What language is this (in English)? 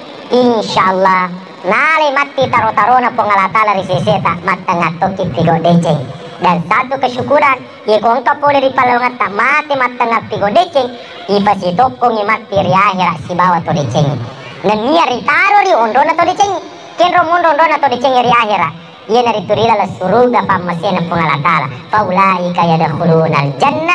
Buginese